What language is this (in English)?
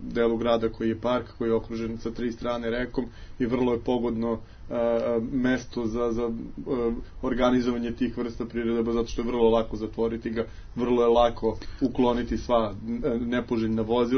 Serbian